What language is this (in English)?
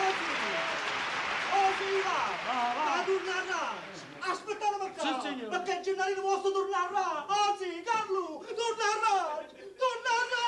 Neapolitan